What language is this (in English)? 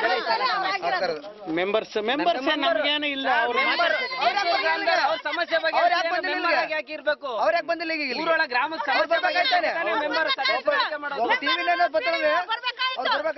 Kannada